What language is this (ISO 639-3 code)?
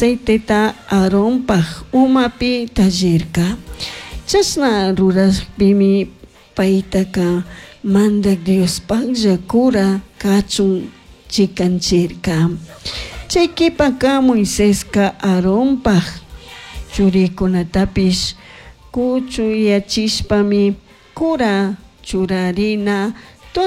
qug